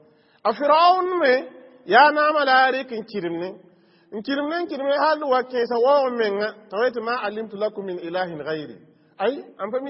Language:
Mossi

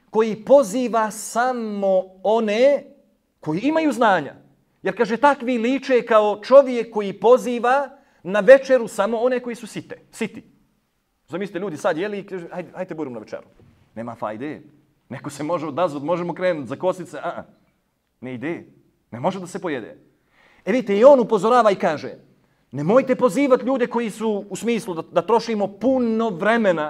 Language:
Bosnian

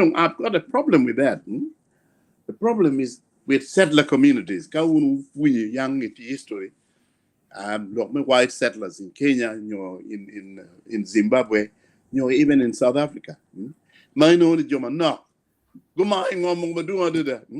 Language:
Acoli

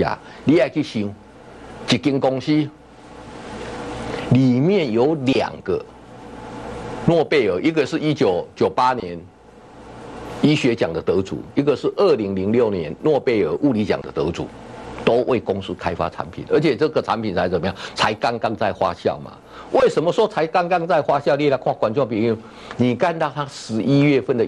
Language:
Chinese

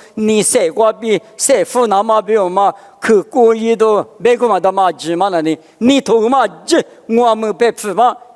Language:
Lisu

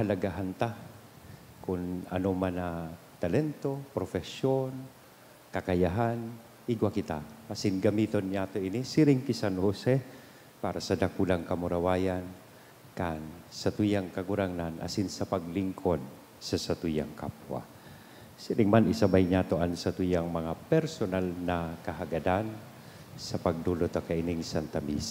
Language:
Bikol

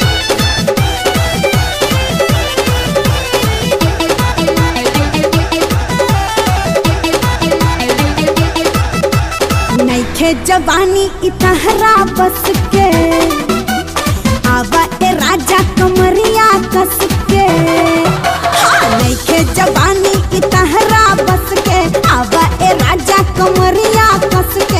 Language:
Bhojpuri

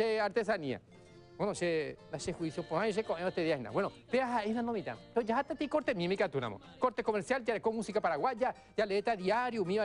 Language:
Guarani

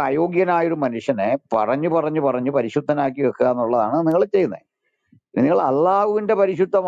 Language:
Malayalam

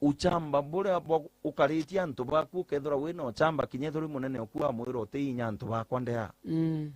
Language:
Meru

